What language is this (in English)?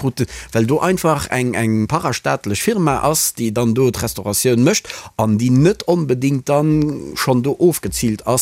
Luxembourgish